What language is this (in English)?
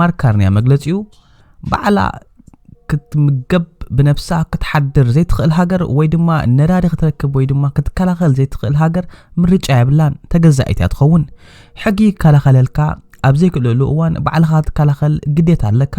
Tigrinya